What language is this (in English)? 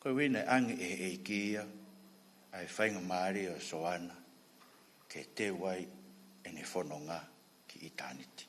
Tongan